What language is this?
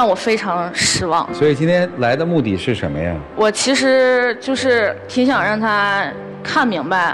Chinese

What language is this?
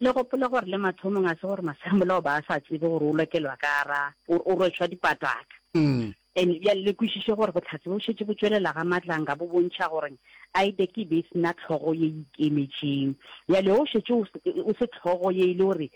Northern Sotho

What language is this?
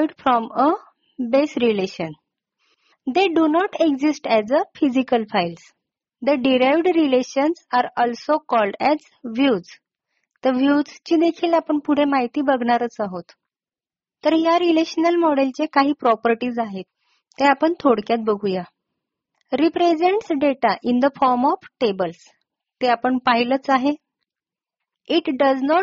Marathi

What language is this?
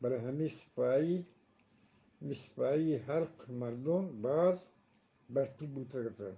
Eastern Balochi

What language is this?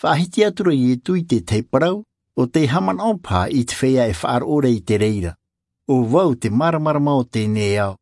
Tahitian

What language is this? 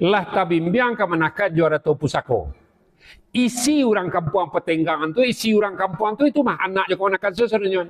Minangkabau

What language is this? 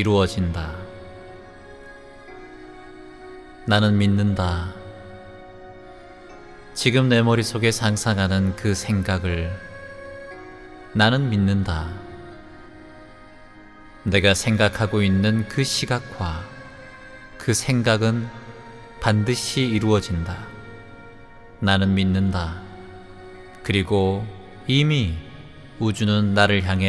Korean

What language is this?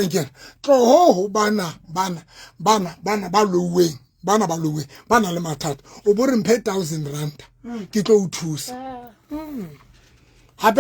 Southern Sotho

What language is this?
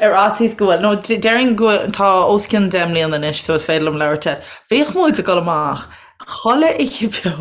Irish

